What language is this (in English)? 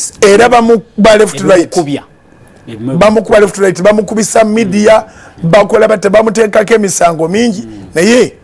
Ganda